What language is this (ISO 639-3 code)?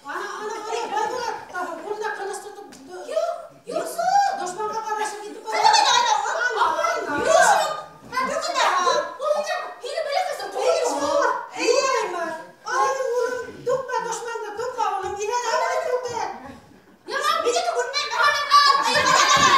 bak